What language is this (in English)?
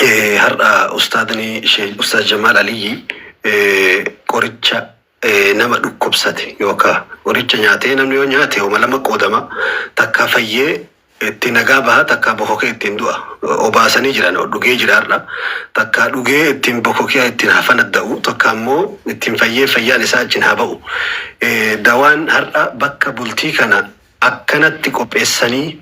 Oromo